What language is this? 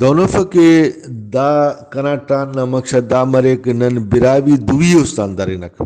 Brahui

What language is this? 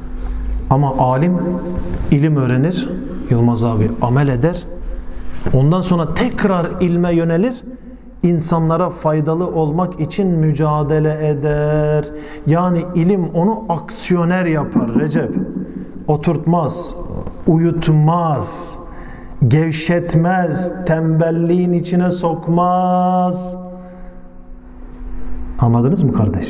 Turkish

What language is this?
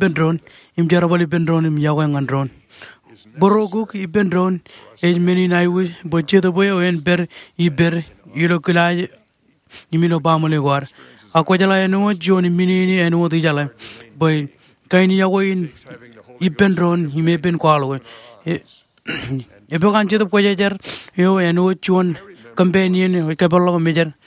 Marshallese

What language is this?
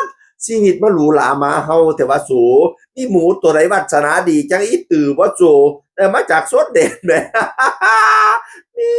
Northeastern Thai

